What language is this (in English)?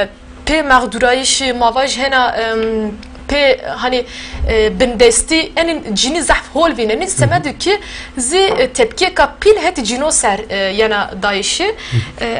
Zaza